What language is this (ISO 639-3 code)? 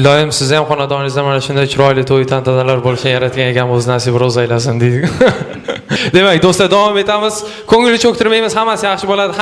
uzb